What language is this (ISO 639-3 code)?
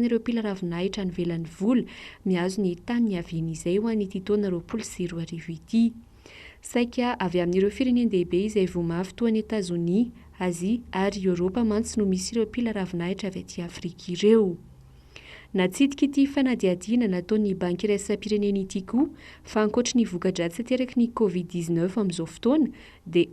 mlg